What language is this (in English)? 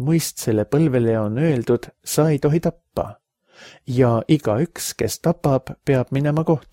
Estonian